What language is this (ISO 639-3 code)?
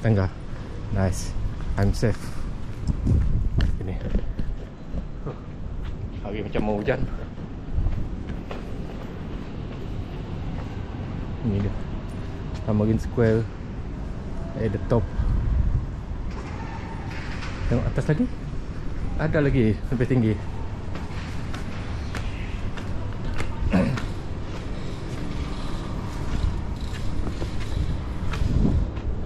msa